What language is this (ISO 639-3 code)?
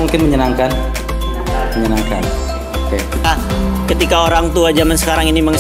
ind